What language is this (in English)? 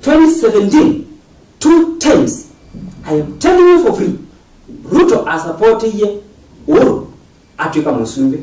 Kamba